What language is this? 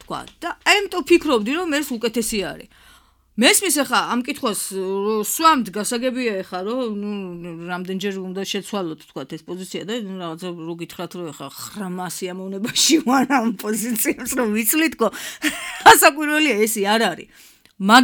Georgian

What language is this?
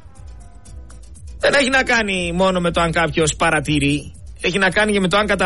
Greek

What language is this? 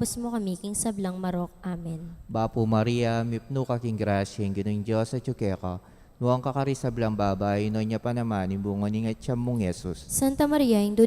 Pampanga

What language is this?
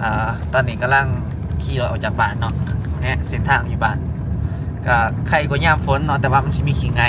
Lao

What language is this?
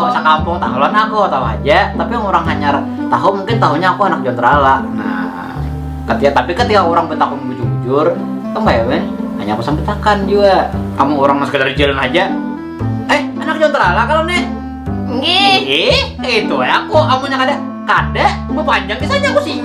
Banjar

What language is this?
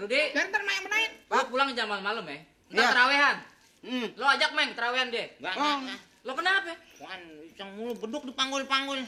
Betawi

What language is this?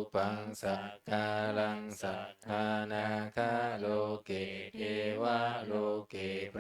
Pali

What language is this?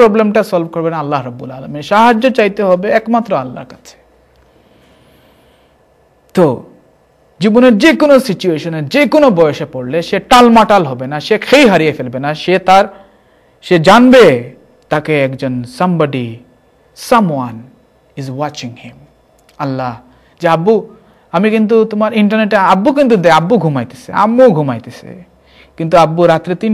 Bangla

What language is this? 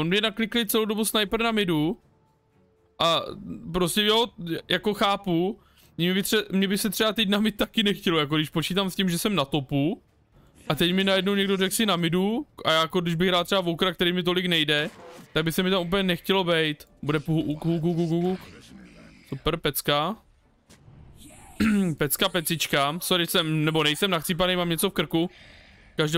Czech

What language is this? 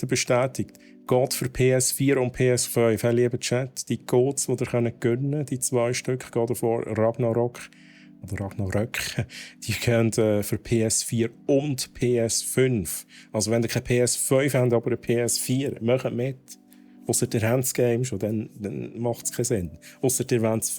Swiss German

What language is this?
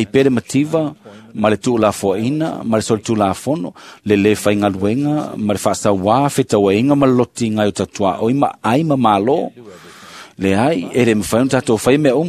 Samoan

